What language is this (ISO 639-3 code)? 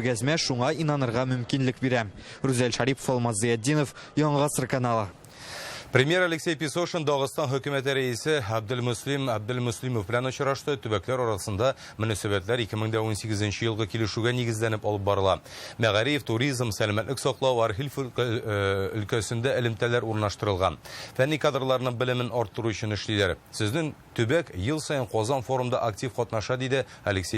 tat